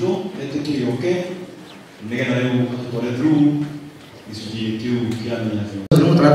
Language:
Kikuyu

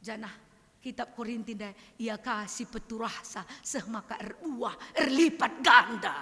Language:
Batak Karo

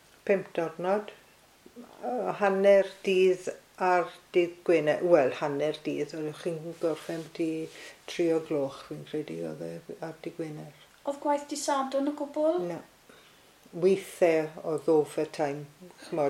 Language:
Welsh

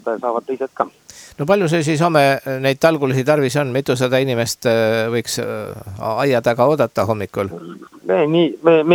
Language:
Estonian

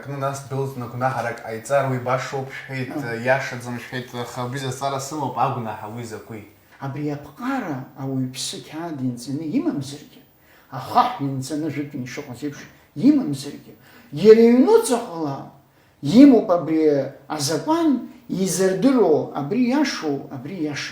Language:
Abkhazian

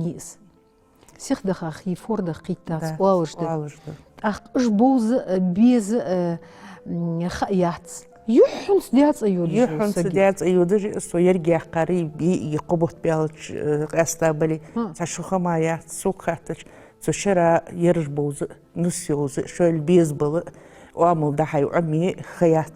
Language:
Ingush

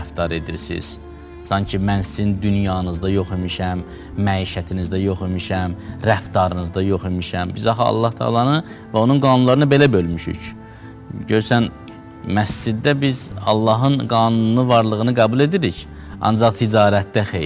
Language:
Azerbaijani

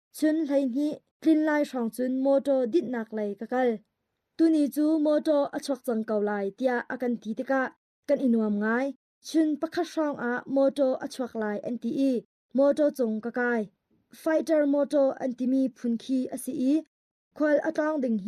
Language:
Hakha Chin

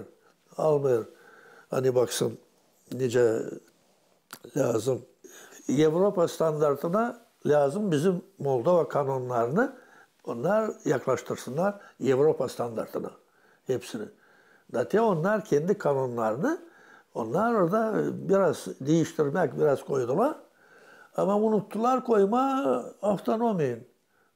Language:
Gagauz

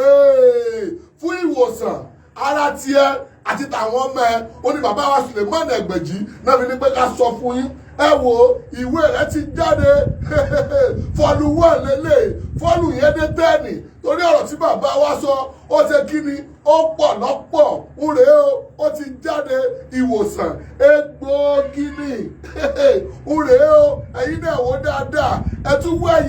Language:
Yoruba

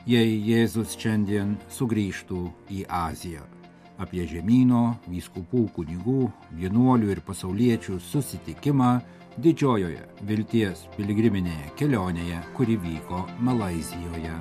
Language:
Lithuanian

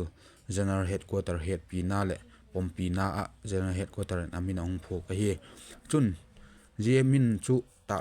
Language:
Vaiphei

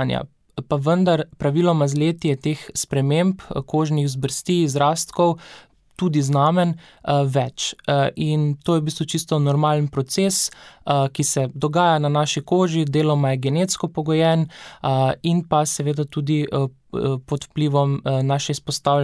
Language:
Slovenian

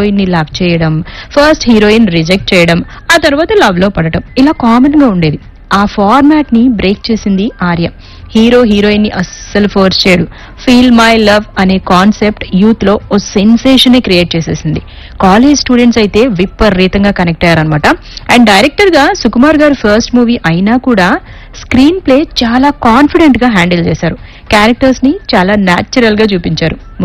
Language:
Telugu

